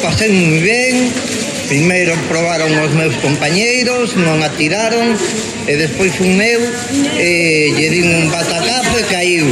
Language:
Galician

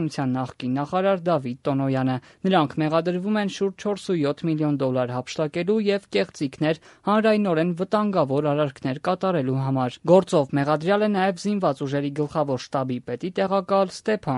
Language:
Armenian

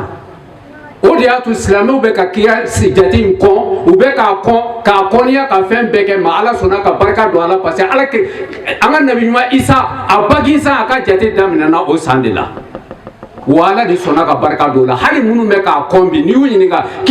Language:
Bambara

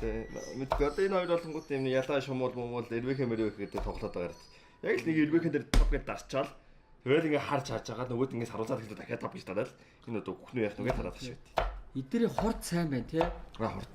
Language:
Mongolian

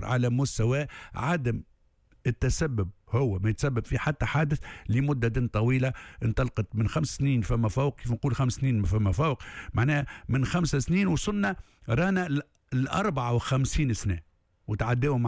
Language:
Tunisian Arabic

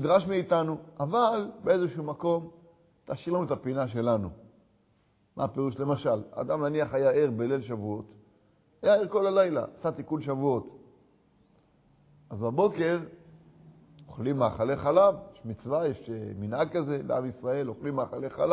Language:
Hebrew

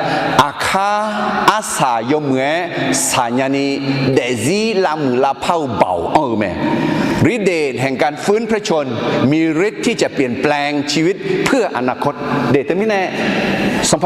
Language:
Akha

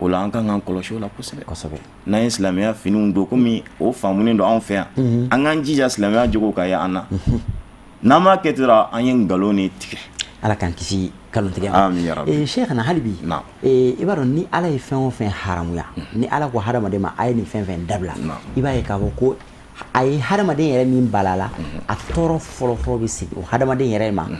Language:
Bambara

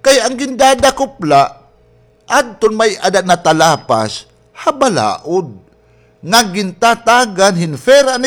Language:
Waray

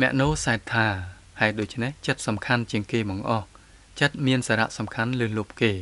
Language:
Khmer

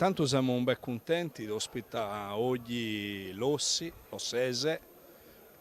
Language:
Sardinian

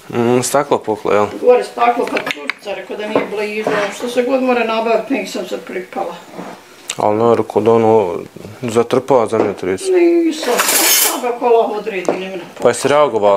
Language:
Bosnian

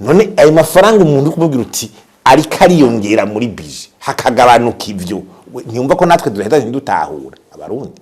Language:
Rundi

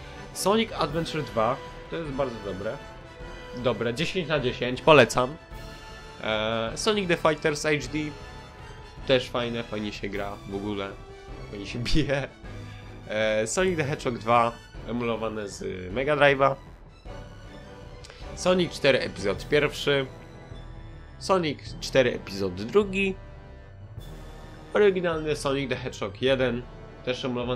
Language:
Polish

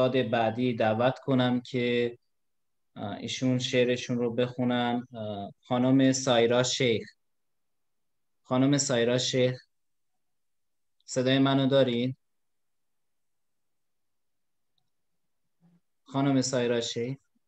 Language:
Persian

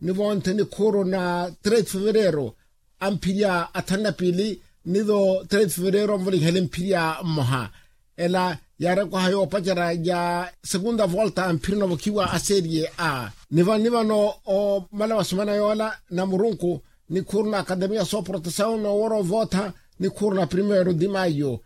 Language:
Makhuwa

